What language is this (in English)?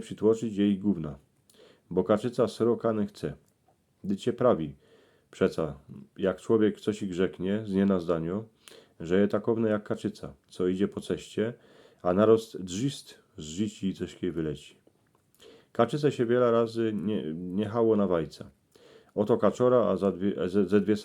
Silesian